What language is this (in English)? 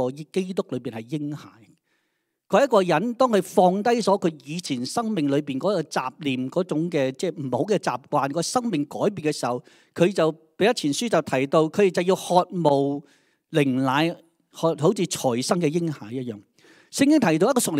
Cantonese